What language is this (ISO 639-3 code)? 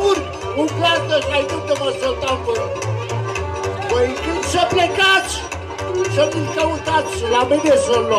ron